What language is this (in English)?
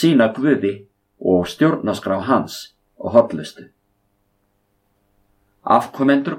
Icelandic